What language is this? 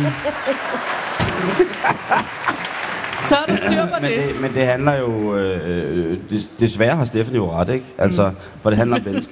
Danish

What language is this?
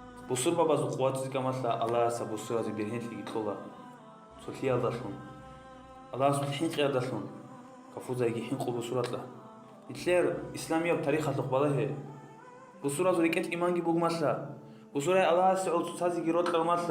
Avaric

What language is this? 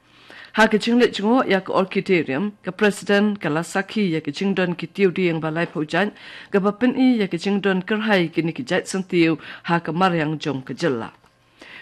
Khasi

